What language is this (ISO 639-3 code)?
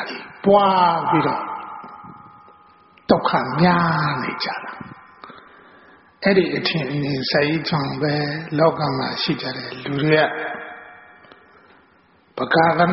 mya